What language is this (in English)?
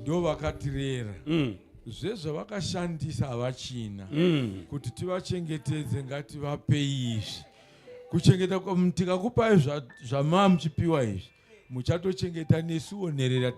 Shona